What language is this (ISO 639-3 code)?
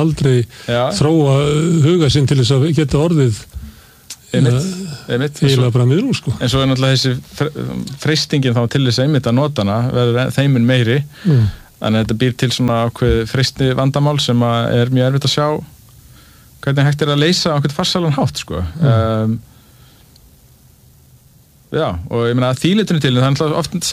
isl